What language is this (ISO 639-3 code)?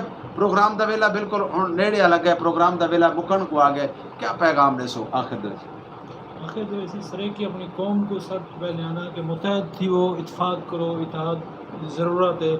skr